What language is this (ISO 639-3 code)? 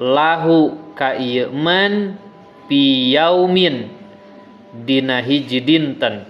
sun